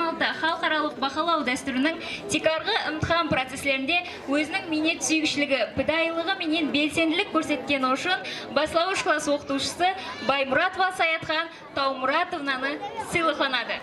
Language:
Kara-Kalpak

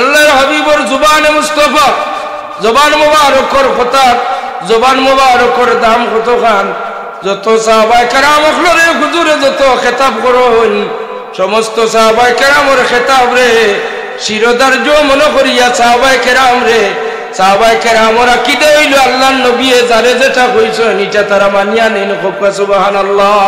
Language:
Sylheti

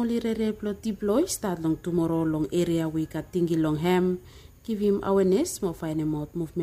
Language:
Bislama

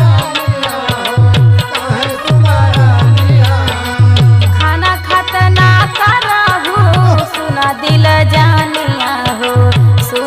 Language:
Bhojpuri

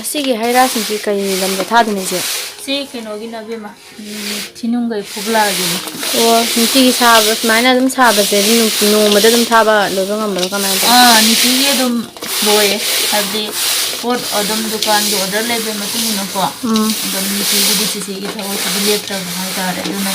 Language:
Manipuri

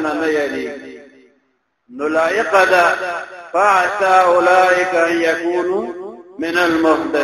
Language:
Pashto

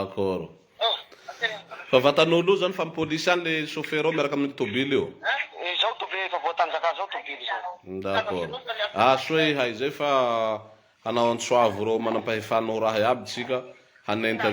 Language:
Malagasy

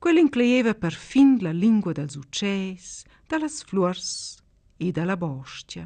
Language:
Romansh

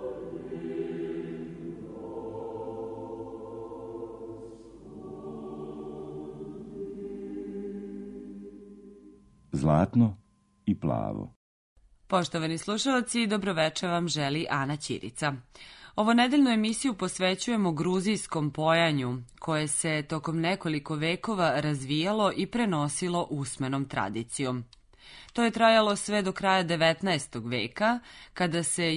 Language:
Serbian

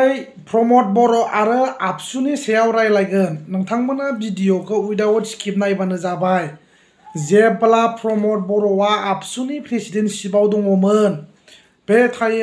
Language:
Bodo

